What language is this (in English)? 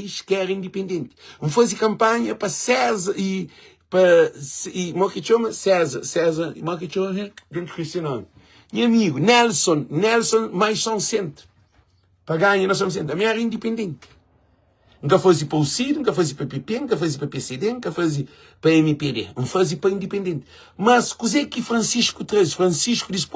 Kabuverdianu